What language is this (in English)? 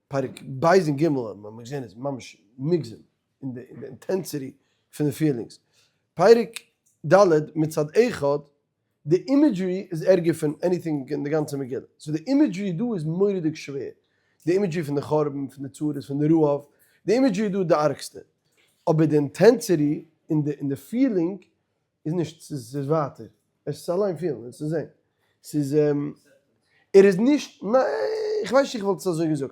Yiddish